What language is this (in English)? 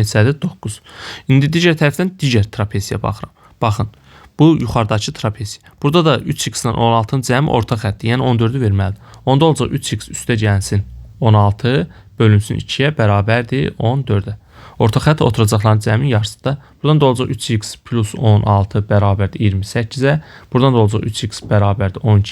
Azerbaijani